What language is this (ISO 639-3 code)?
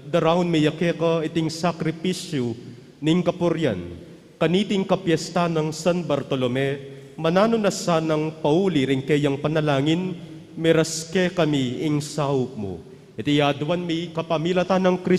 pam